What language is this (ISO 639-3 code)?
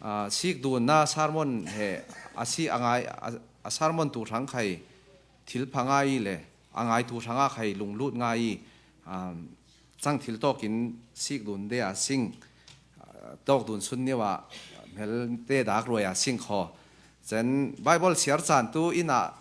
cfm